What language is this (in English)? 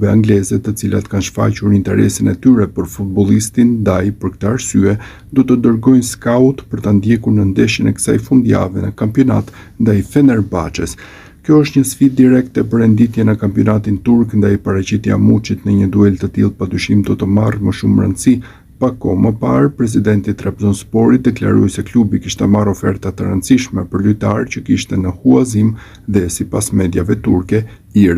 Albanian